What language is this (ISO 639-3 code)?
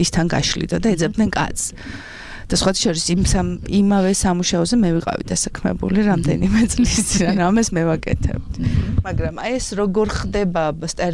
kat